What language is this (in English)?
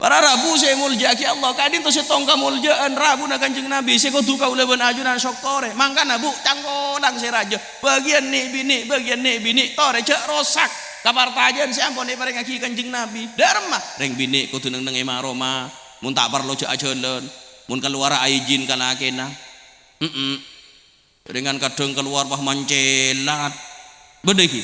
Madurese